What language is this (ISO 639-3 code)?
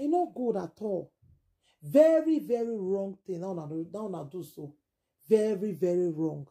pcm